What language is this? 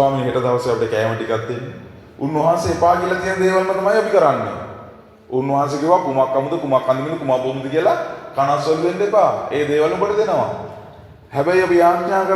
Sinhala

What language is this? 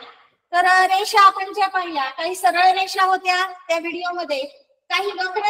Marathi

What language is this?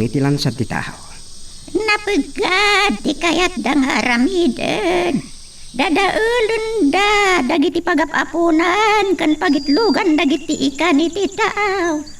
Iloko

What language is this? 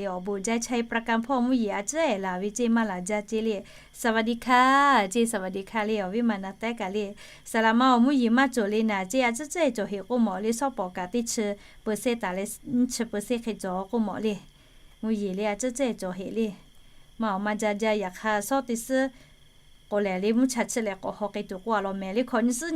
Lahu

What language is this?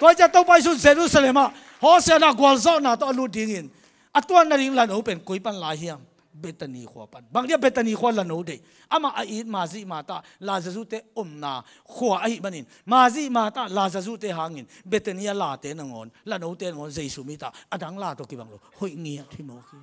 Tedim Chin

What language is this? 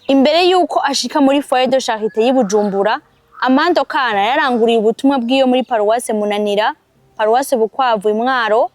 Rundi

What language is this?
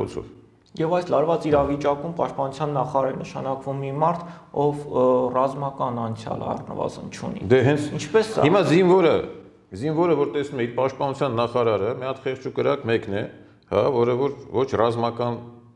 Armenian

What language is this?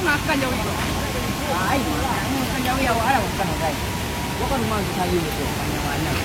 Minangkabau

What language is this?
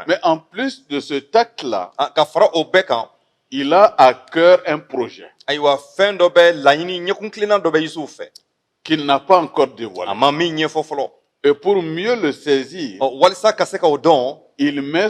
Bambara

